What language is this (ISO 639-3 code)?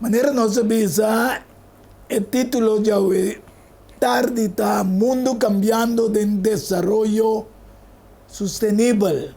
pap